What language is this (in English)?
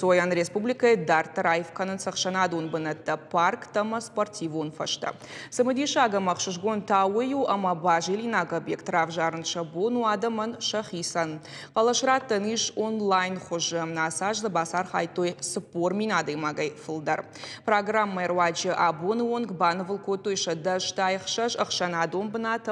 Ossetic